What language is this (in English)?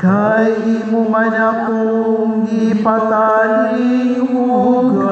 Cebuano